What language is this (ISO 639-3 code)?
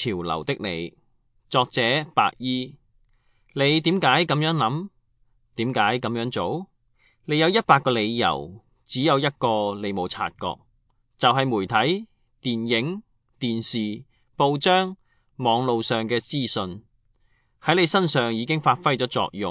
yue